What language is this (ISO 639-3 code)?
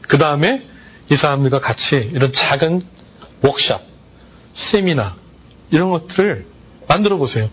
kor